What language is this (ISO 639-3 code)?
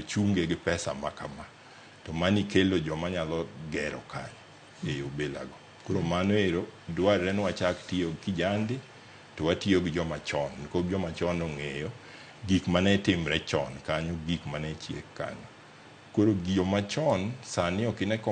luo